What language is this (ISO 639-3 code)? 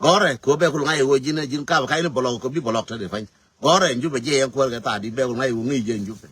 nus